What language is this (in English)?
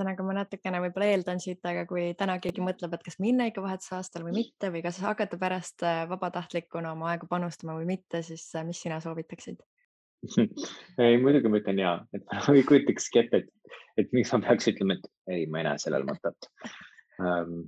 Estonian